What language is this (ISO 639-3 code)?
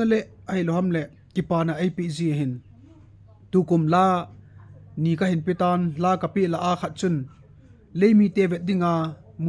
tcz